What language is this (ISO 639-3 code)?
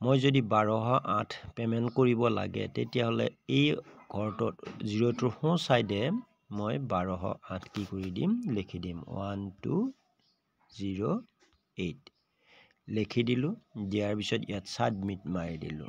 asm